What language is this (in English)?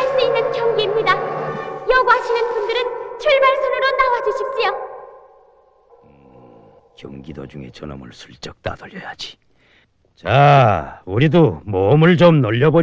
Korean